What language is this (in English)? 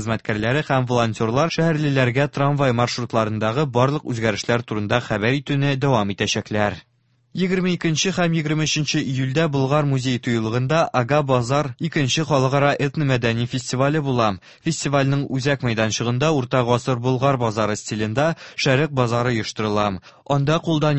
Tatar